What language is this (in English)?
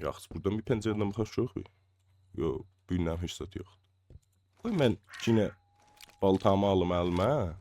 South Azerbaijani